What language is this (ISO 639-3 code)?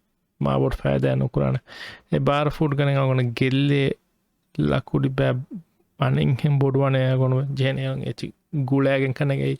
div